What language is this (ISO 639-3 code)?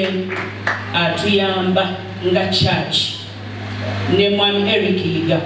lug